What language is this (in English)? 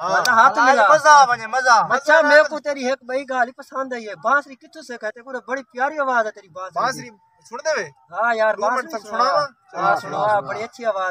Saraiki